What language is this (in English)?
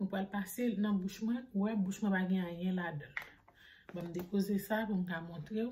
Haitian Creole